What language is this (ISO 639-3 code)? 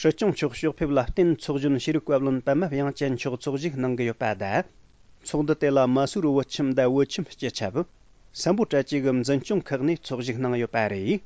bod